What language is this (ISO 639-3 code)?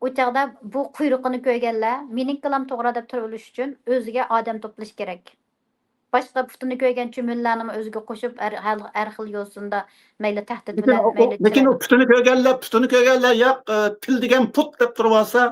uig